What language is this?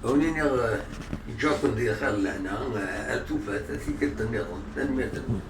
Kabyle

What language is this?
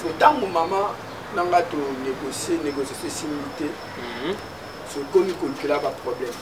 Lingala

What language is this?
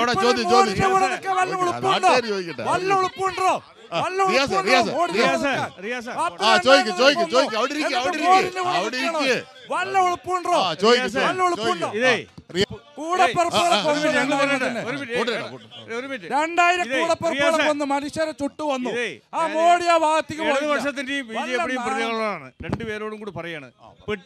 Malayalam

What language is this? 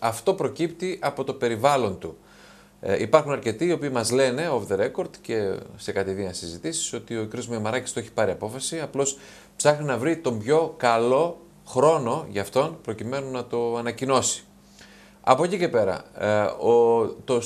Greek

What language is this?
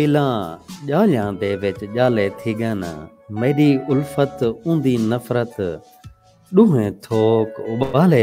Saraiki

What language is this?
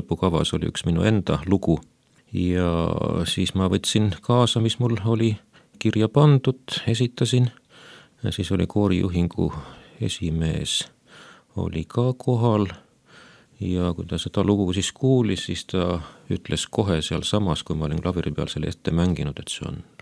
Estonian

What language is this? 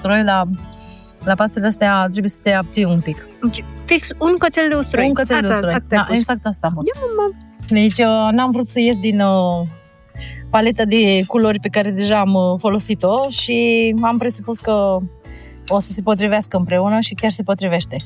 Romanian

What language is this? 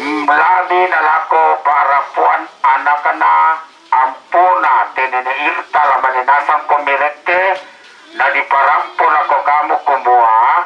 Toraja-Sa'dan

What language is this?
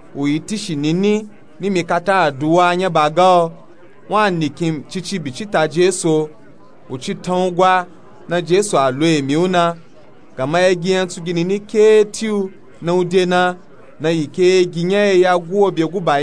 Nupe-Nupe-Tako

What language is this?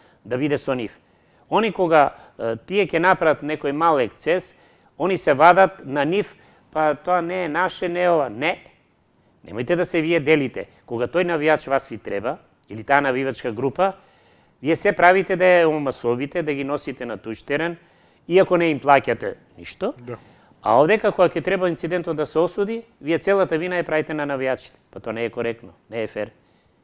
Macedonian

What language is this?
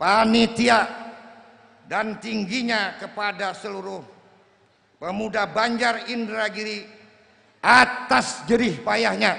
Banjar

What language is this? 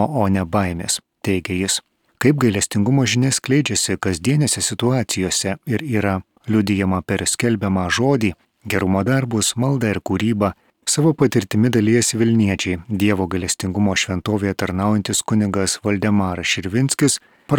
Lithuanian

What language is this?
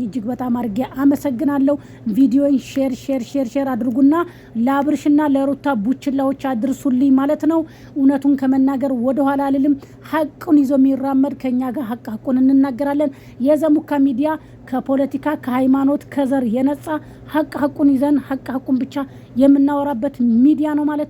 Amharic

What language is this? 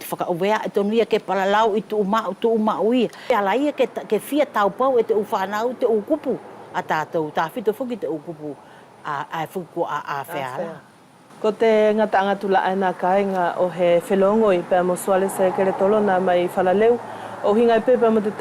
Wallisian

